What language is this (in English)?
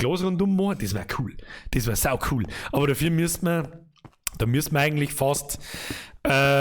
Bavarian